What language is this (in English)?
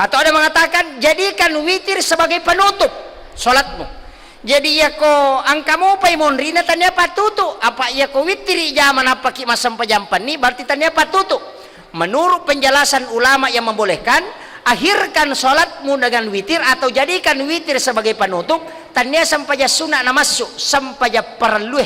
Buginese